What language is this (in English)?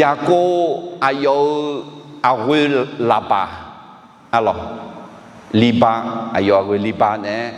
Akha